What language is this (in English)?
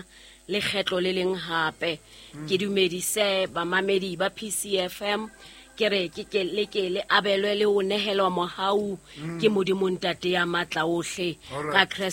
Southern Sotho